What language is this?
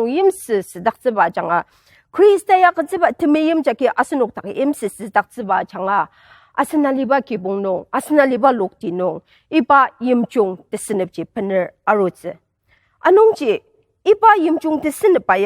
Ao Naga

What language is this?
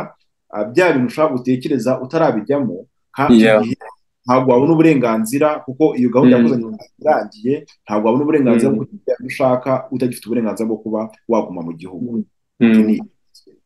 Kinyarwanda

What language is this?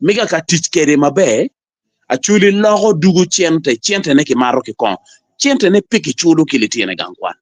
Acoli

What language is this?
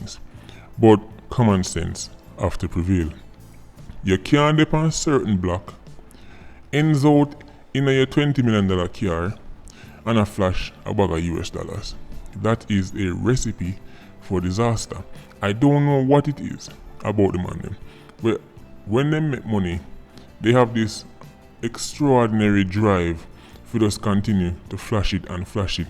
Jamaican Creole English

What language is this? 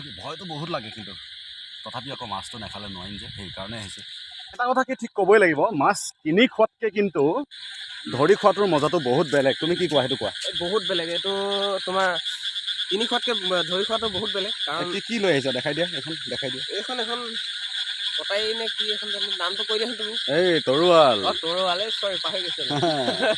Assamese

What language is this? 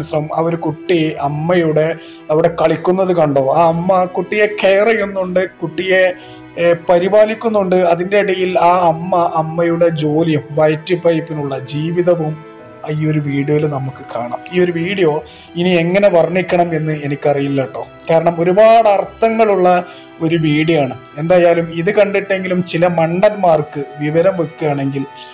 Malayalam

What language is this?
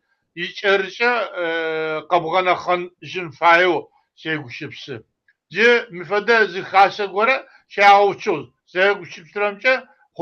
Kabardian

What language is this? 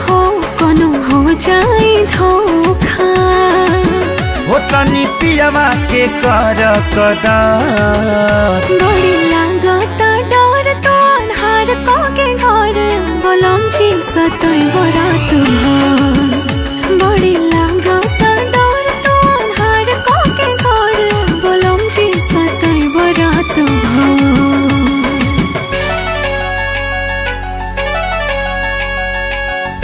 Bhojpuri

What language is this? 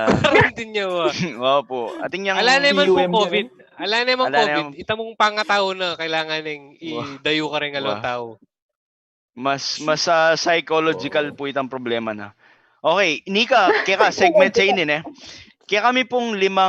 Pampanga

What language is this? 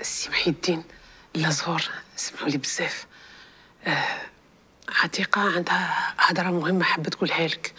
Algerian Arabic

